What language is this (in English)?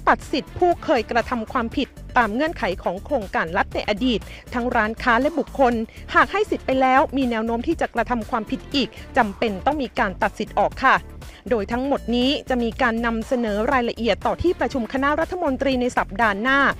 Thai